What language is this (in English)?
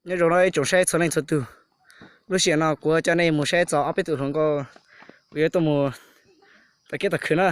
Hmong